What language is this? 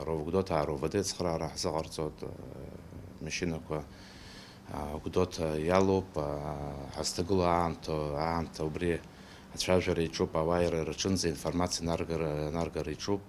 Abkhazian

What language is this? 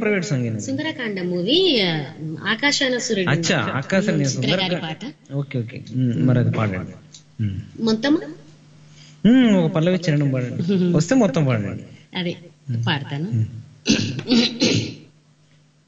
Telugu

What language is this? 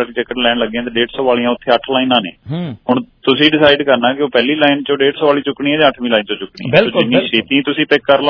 Punjabi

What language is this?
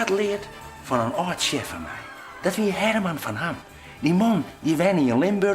Western Frisian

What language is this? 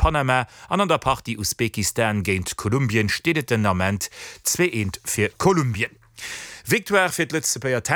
Luxembourgish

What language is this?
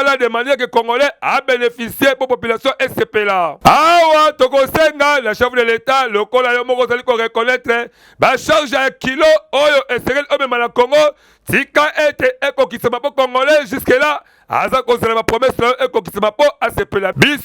Lingala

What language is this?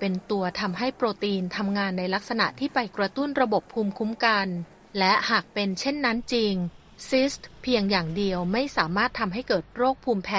Thai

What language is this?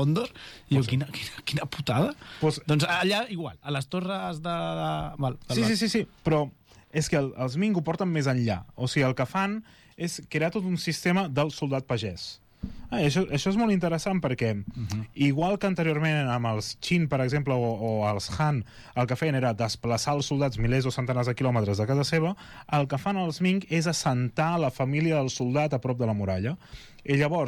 Catalan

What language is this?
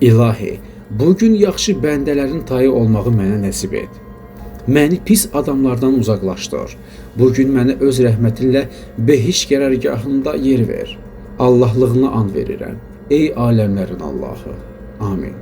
Azerbaijani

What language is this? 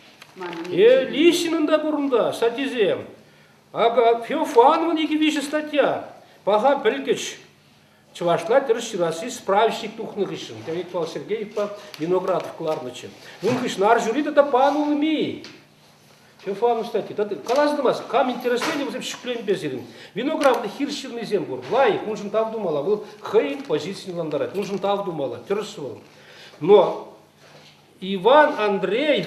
Chuvash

